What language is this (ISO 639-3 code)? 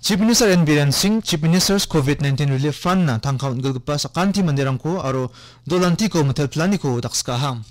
grt